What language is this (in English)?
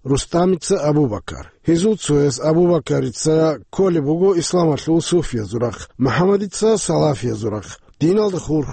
Avaric